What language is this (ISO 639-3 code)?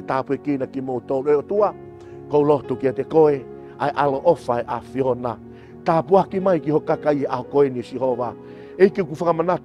ton